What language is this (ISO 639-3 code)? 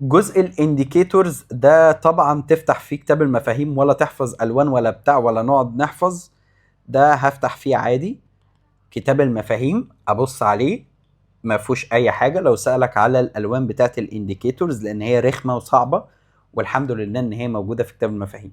arz